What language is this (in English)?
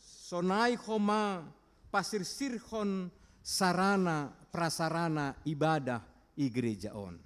Batak Simalungun